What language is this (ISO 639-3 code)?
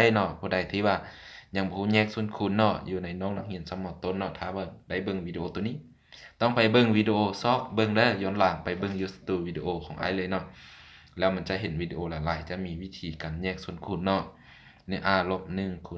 lao